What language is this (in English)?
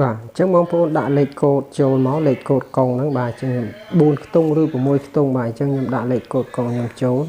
Khmer